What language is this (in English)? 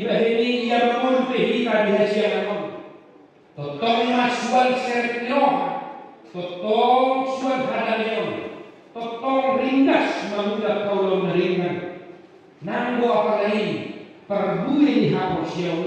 Batak Toba